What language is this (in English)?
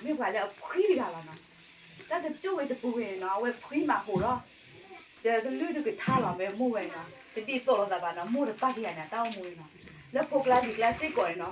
S'gaw Karen